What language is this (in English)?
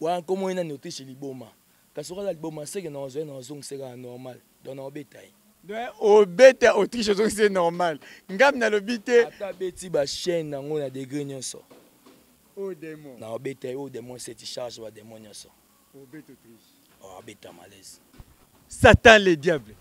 Lingala